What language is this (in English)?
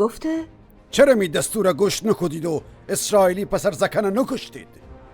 Gilaki